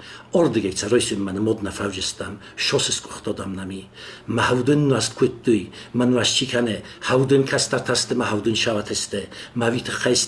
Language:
Ossetic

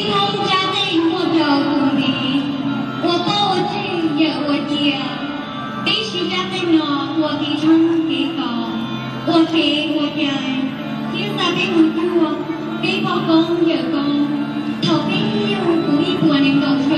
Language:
Hmong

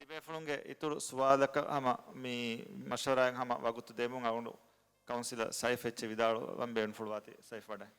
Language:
Divehi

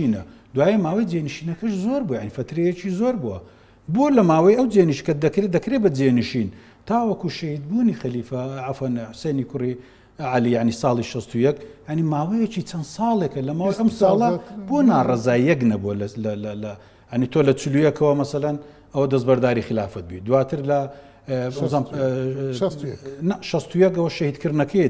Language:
Central Kurdish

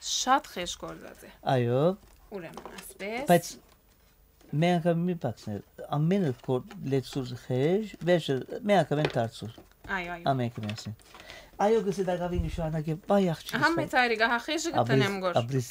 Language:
Western Armenian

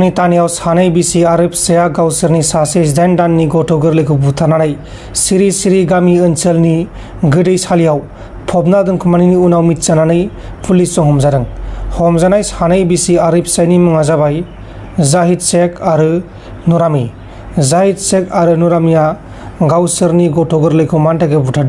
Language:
Bodo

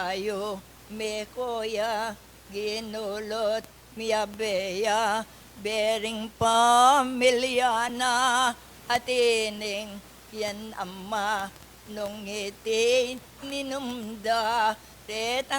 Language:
Pampanga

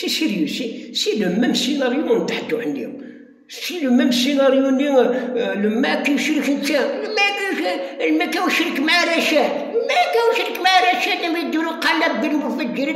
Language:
Kabyle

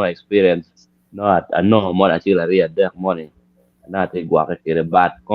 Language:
Acoli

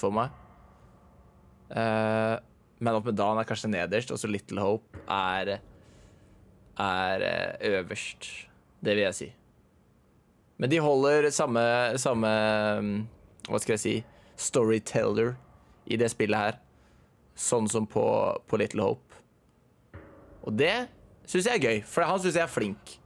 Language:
Norwegian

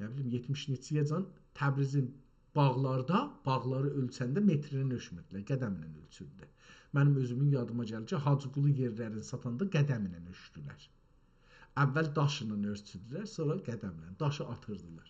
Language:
South Azerbaijani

